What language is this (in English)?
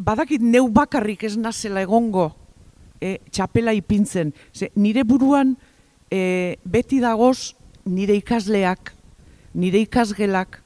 Basque